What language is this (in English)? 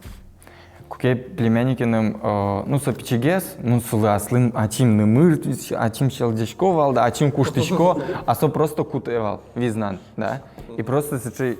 Udmurt